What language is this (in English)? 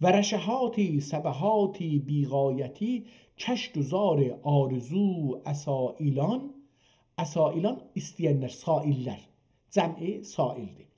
South Azerbaijani